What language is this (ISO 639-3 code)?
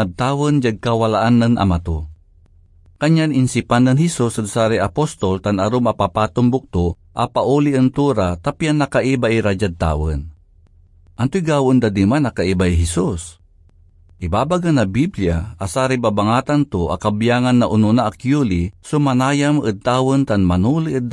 pag